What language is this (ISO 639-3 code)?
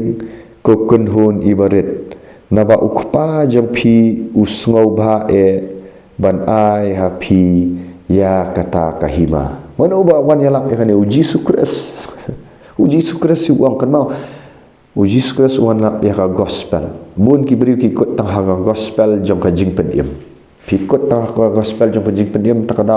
kha